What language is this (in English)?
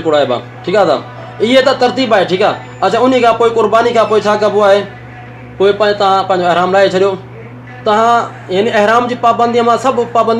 Sindhi